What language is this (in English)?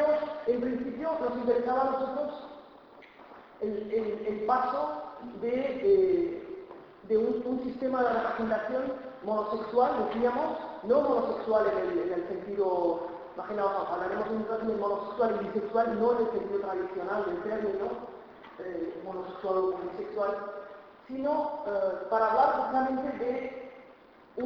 Spanish